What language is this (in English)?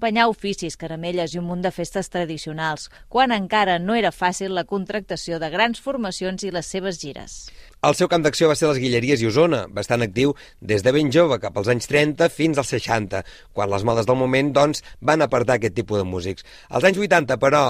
Catalan